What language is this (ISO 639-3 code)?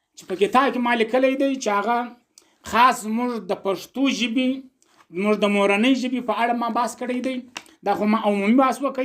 pus